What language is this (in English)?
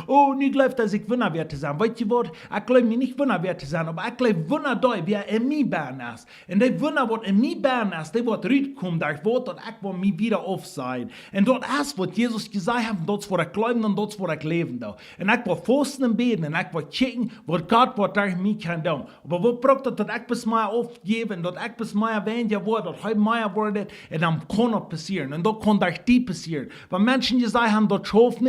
Plautdietsch